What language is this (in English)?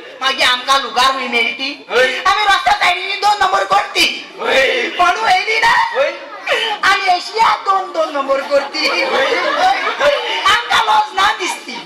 Konkani